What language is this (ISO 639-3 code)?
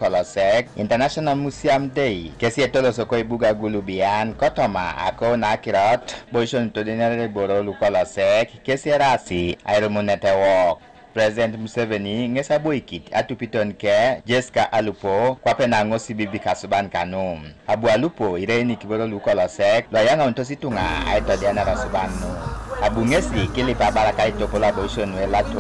teo